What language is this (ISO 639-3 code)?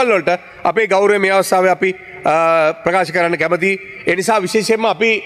sin